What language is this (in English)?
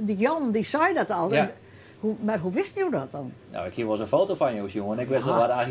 Western Frisian